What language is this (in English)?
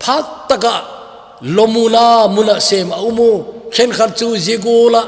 Thado Chin